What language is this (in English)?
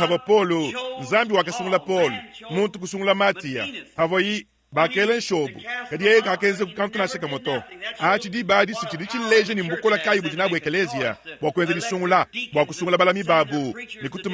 Luba-Lulua